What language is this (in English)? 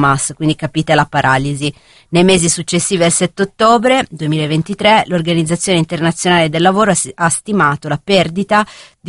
Italian